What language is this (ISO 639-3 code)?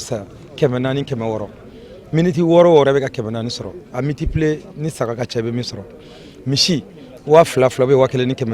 bam